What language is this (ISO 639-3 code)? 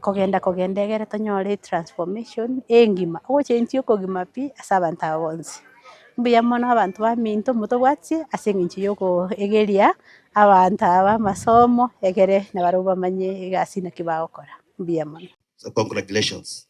guz